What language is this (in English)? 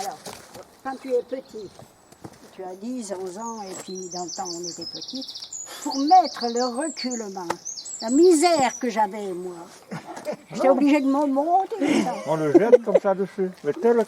Breton